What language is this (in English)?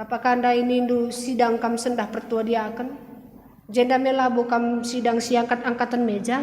Batak Karo